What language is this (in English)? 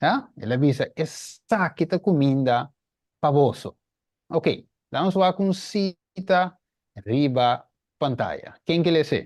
Papiamento